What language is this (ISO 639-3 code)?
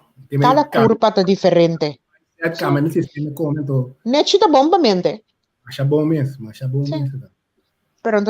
pap